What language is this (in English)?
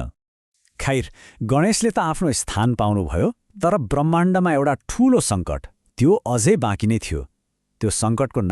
Nepali